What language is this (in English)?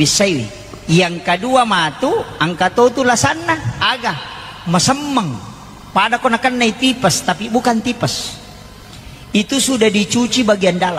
Buginese